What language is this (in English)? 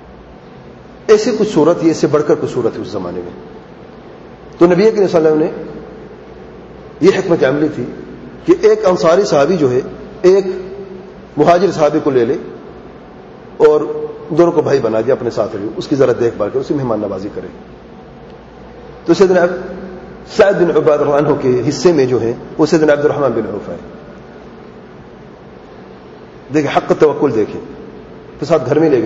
Urdu